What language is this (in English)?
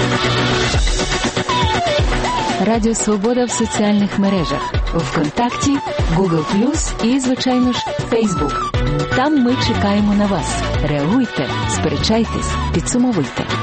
Ukrainian